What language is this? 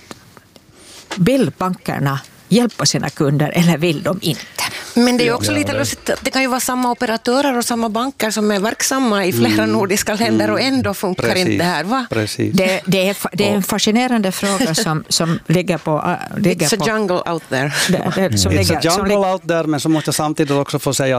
Swedish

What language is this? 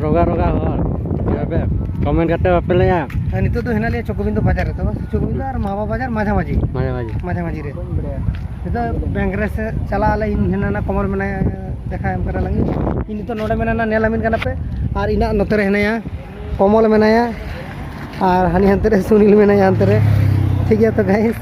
Santali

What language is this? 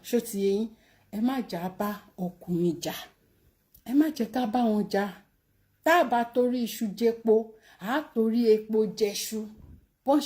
Yoruba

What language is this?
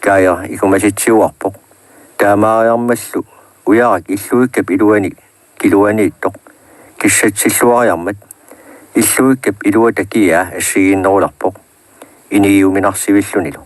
Kalaallisut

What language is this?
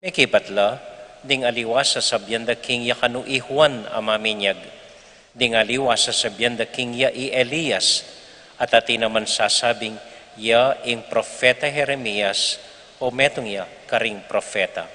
Pampanga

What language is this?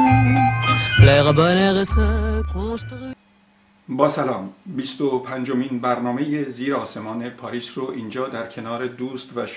Persian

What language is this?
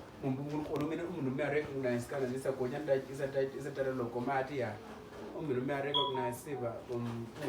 Uduk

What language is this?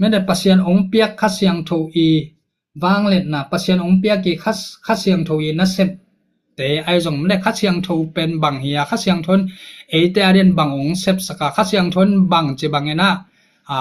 Tedim Chin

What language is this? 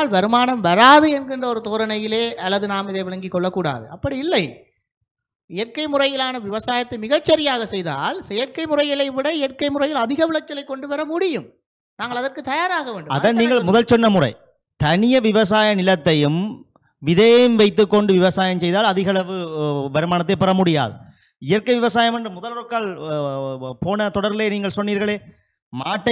Tamil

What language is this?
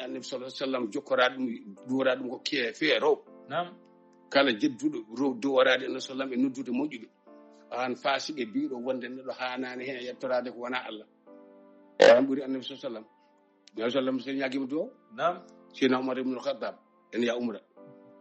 Fula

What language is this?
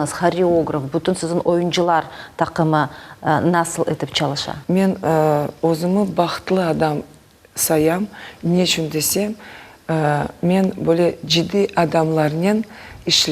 Crimean Tatar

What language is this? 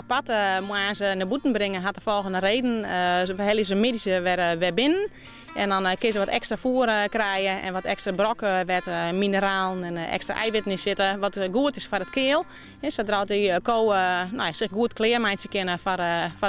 Western Frisian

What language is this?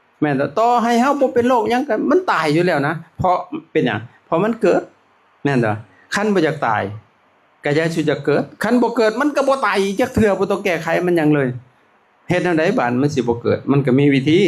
Lao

